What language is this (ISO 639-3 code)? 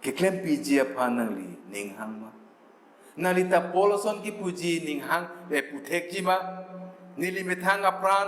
mjw